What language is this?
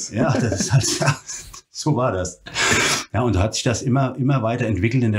German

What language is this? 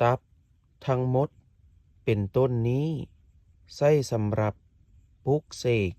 Lao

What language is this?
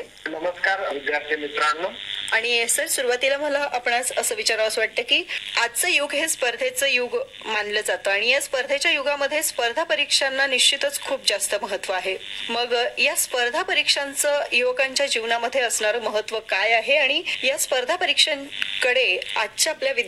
Marathi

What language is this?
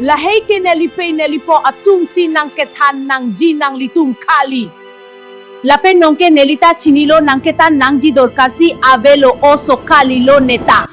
Karbi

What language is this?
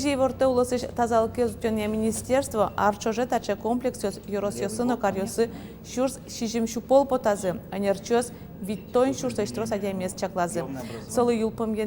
Udmurt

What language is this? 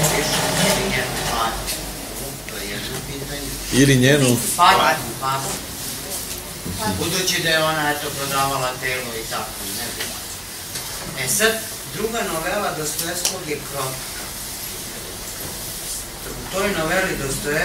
Serbian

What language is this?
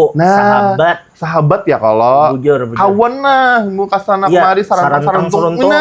Banjar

